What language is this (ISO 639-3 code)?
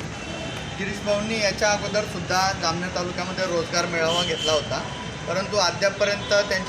mar